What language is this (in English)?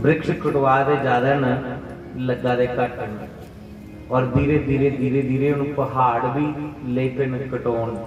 Dogri